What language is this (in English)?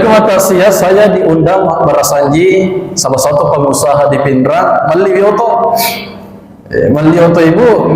Buginese